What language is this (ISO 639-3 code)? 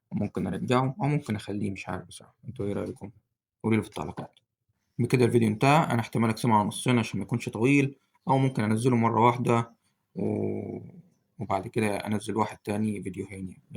arz